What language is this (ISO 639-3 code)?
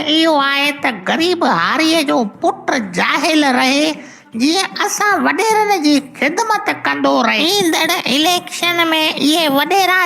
snd